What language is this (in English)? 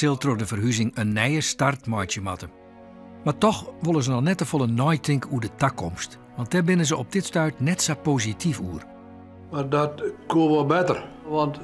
Western Frisian